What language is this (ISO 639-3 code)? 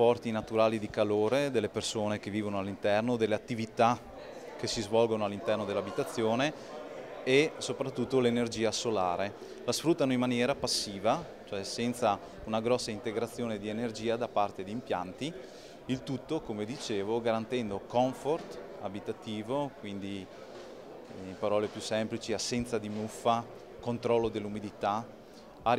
ita